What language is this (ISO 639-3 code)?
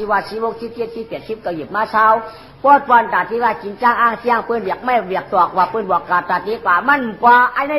shn